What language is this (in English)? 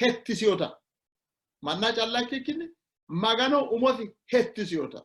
Sidamo